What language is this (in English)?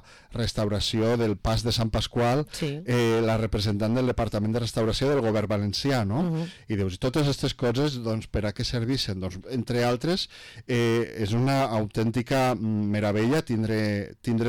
Catalan